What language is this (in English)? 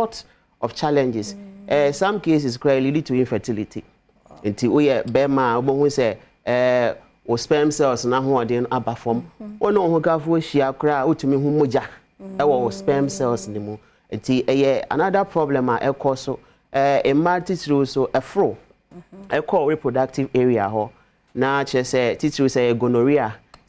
Akan